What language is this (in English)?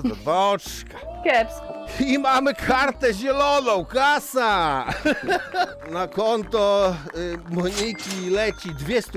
Polish